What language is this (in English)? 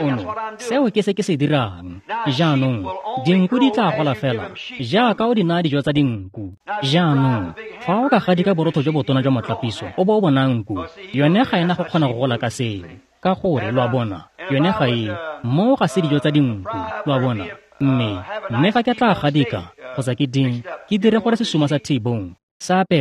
Tswana